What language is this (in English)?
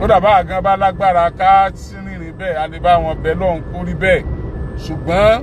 Yoruba